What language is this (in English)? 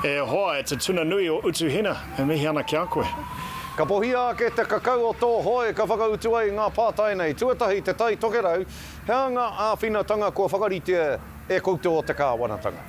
Māori